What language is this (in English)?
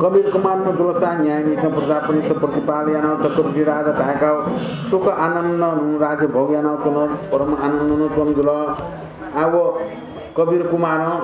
Newari